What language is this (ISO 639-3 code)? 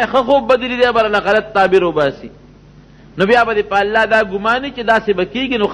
pus